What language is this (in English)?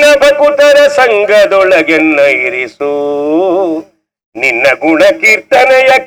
Kannada